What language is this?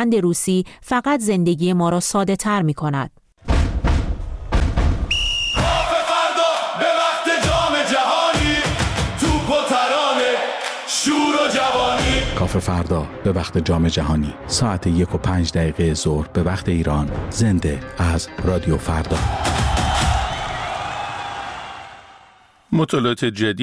Persian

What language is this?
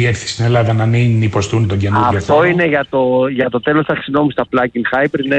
Greek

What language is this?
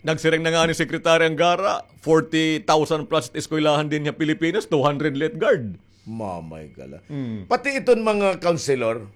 Waray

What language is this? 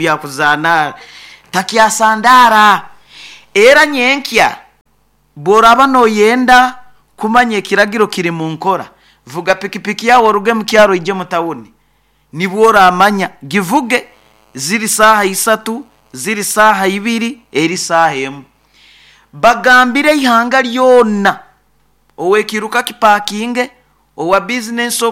Nyoro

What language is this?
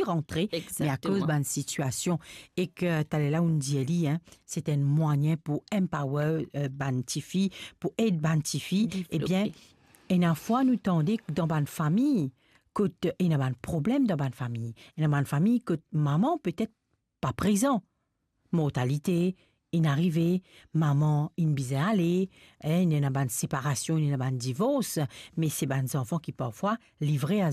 Morisyen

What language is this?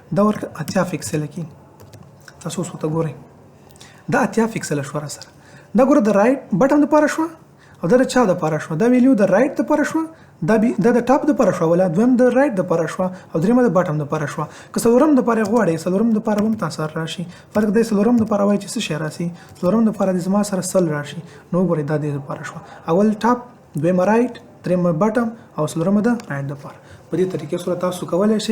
Pashto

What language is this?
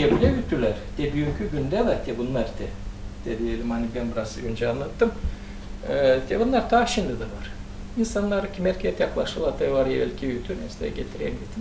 Gagauz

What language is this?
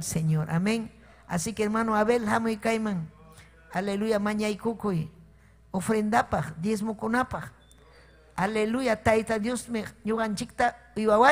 Ayacucho Quechua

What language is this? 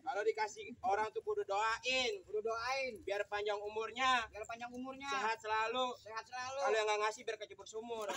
Betawi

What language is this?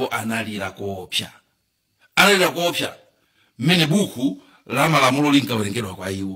Nyanja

